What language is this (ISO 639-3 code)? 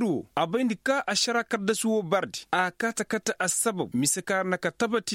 ses